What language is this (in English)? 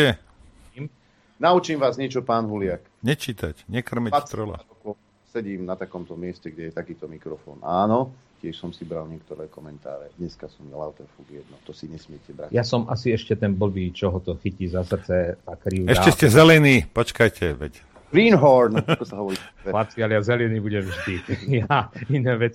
Slovak